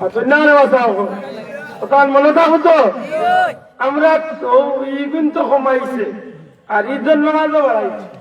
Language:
Sylheti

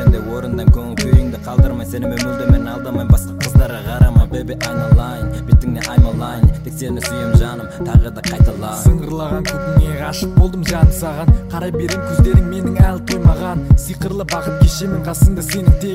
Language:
Kazakh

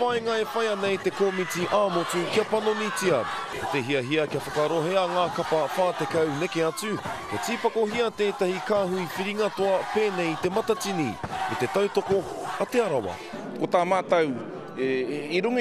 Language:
Māori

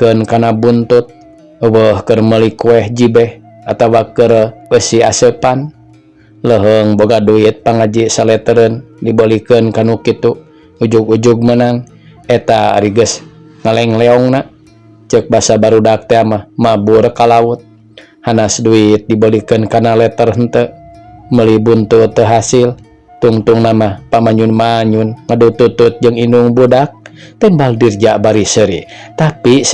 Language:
Sundanese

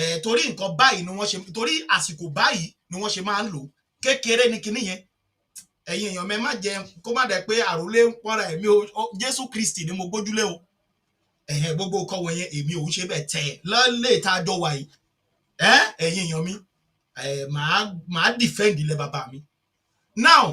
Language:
Yoruba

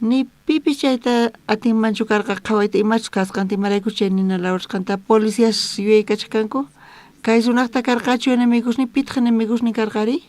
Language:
South Bolivian Quechua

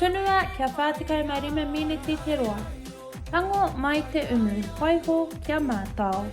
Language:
Māori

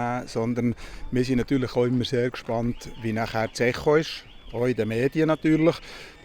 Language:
Swiss German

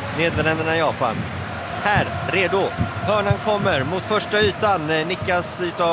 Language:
Swedish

